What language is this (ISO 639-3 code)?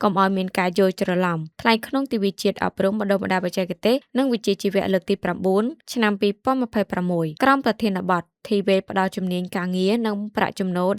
khm